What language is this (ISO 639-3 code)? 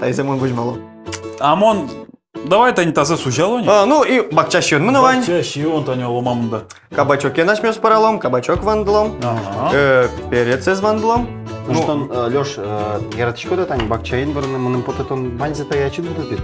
udm